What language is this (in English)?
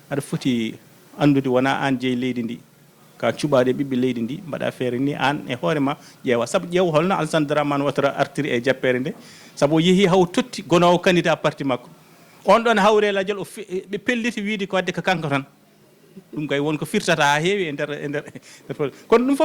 Fula